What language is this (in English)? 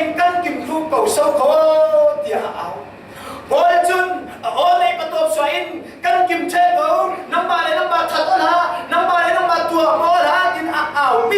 Falam Chin